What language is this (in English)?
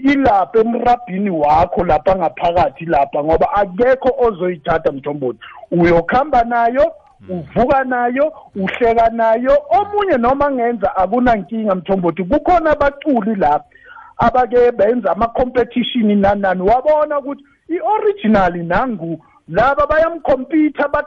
South Ndebele